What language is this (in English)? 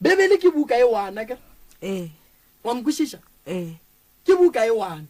Northern Sotho